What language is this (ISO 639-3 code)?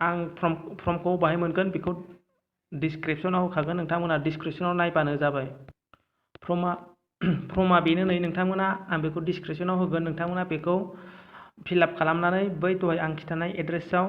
brx